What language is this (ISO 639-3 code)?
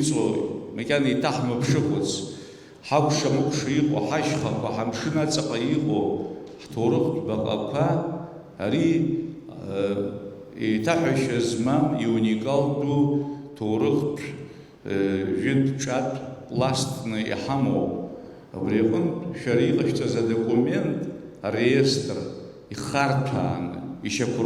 abk